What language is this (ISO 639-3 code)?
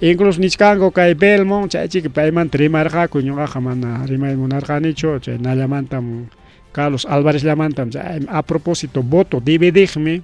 quy